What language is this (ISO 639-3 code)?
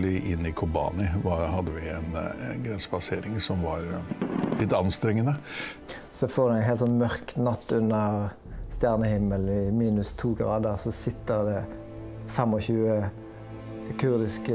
nor